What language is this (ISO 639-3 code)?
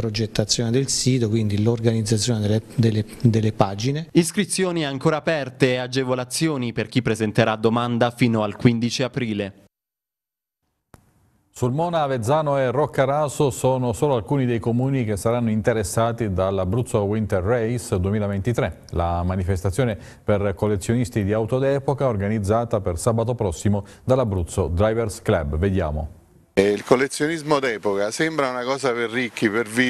ita